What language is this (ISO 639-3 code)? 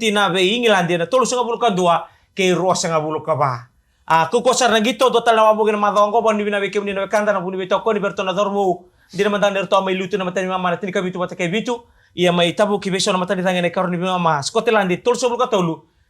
fij